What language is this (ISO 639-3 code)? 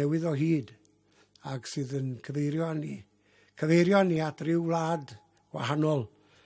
cym